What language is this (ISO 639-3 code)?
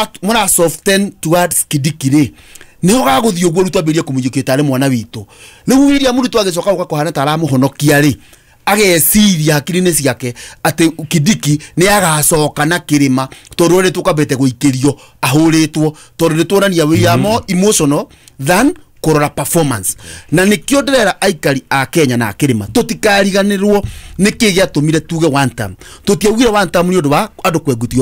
kik